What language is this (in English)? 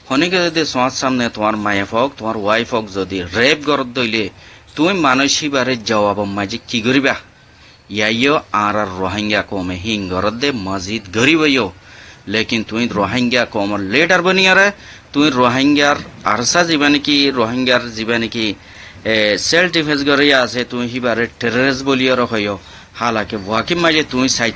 Rohingya